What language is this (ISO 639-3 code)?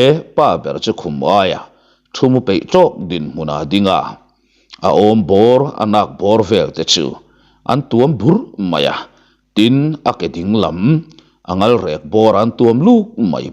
lus